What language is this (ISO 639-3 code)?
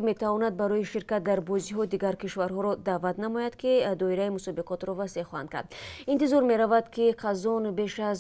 tgk